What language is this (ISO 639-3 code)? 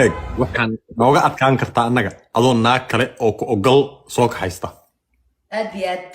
som